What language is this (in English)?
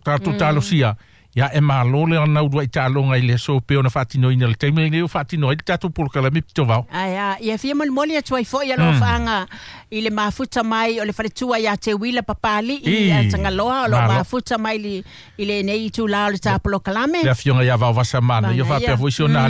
Samoan